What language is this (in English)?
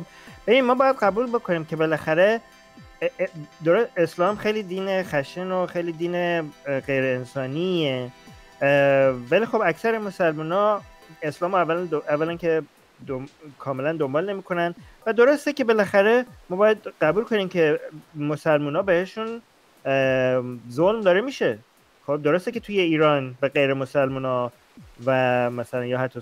Persian